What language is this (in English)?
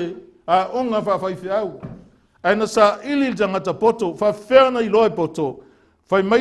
Samoan